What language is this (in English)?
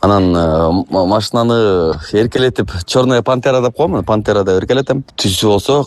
Kyrgyz